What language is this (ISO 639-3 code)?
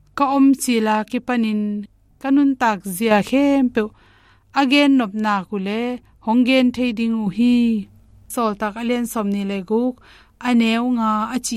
ctd